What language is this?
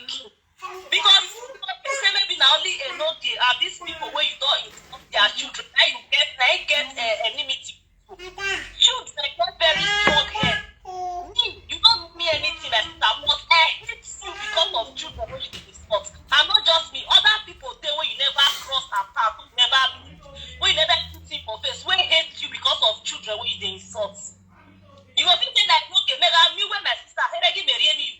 Nigerian Pidgin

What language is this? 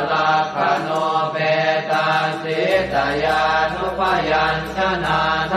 Pali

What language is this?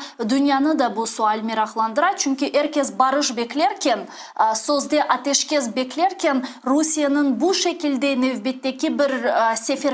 Crimean Tatar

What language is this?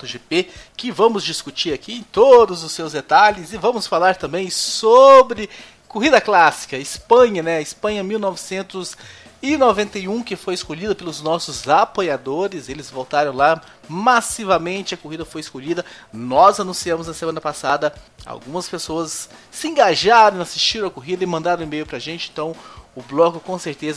Portuguese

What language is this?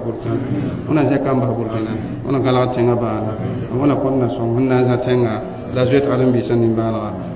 Mossi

